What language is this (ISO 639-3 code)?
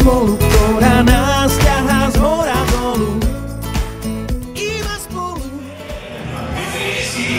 slk